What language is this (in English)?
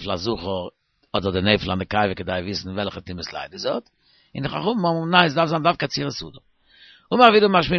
Yiddish